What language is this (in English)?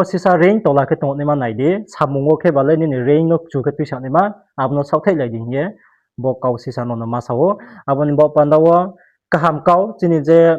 Riang (India)